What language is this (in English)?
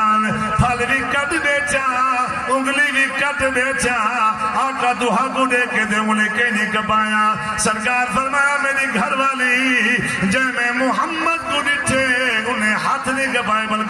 Saraiki